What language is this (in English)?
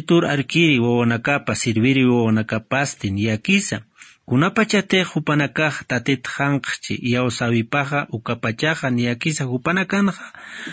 Aymara